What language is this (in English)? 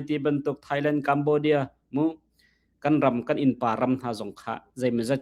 Hakha Chin